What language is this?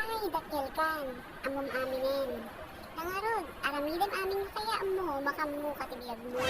Iloko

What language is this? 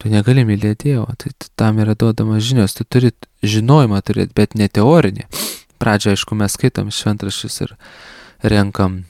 Lithuanian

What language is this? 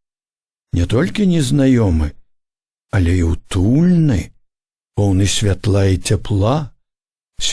Belarusian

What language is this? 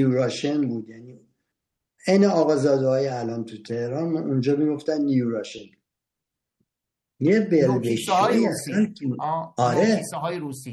Persian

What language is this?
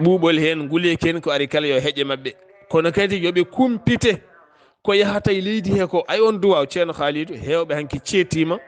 Fula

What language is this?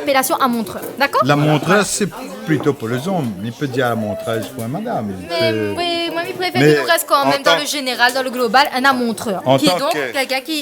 Réunion Creole French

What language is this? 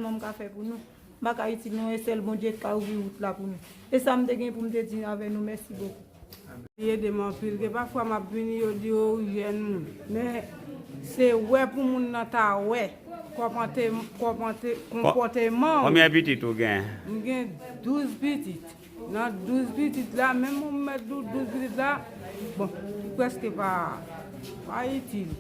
Haitian Creole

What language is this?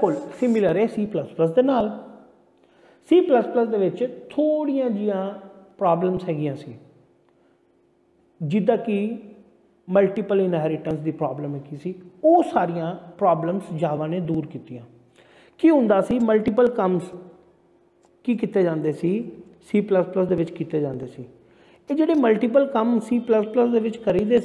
Punjabi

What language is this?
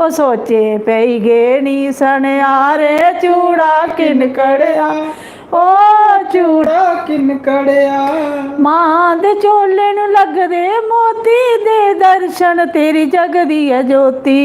Dogri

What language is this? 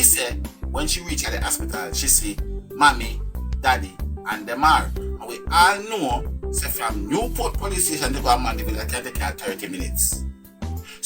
Jamaican Creole English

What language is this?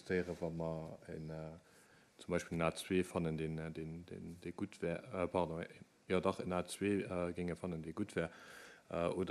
Luxembourgish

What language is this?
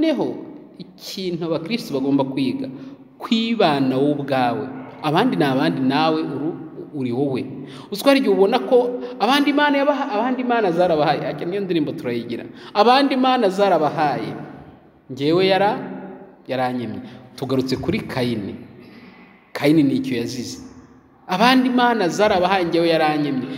Kinyarwanda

